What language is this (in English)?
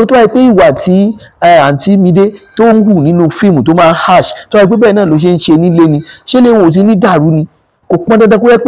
Yoruba